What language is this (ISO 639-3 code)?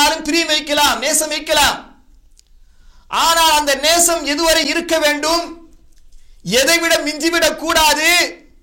tam